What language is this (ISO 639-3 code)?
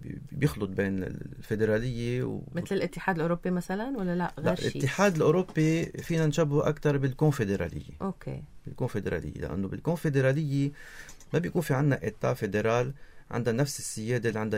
apc